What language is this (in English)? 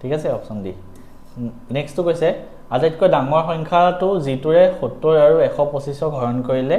Assamese